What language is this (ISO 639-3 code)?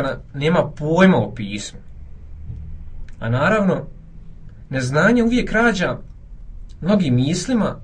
hrv